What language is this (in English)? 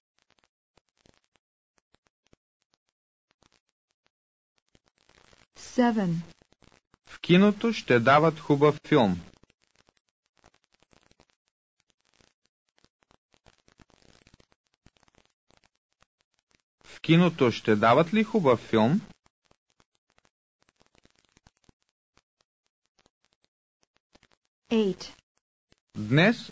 Bulgarian